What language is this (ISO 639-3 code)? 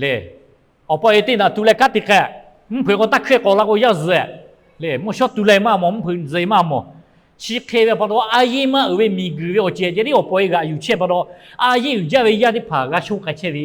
lhu